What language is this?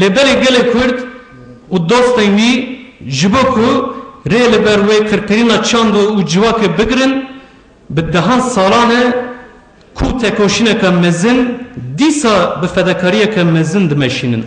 Kurdish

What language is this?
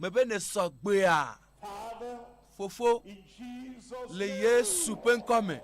Ewe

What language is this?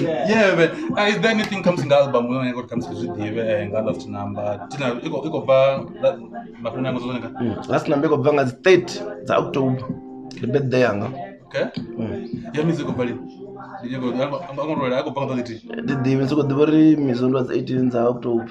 Venda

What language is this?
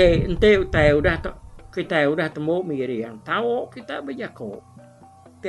Iban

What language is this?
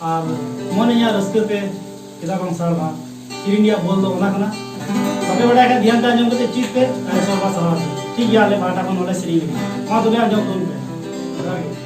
Santali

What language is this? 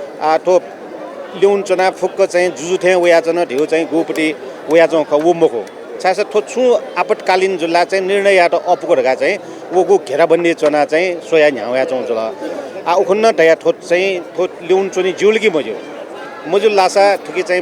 Newari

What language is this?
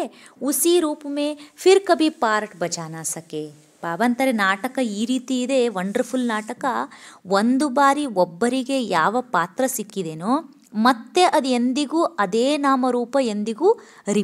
Kannada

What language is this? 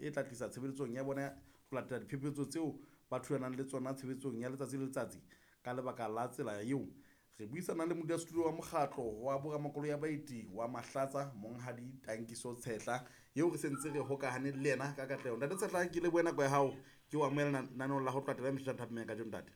Southern Sotho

